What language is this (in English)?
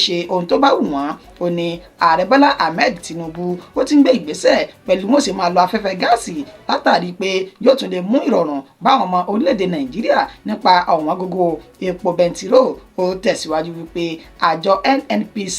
Yoruba